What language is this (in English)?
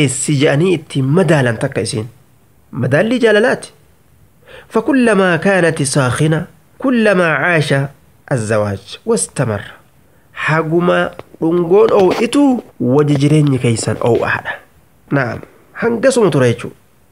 Oromo